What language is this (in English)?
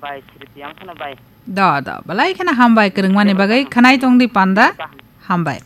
Kok Borok